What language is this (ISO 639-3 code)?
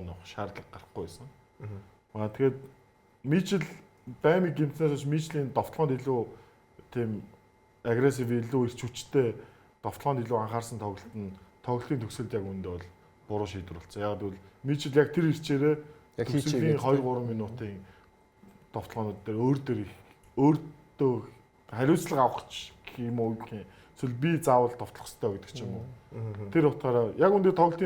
mon